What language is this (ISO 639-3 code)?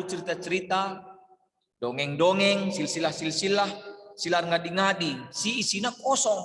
btx